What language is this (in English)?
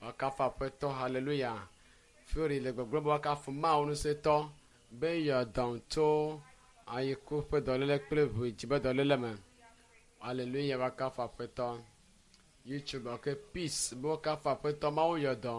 Ewe